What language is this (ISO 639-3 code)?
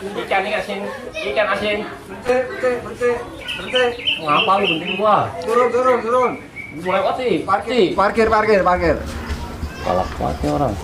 bew